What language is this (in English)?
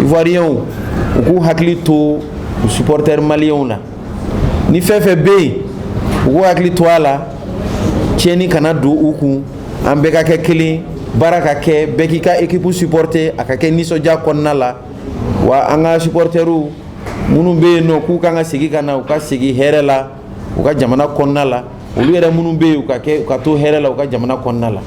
Bambara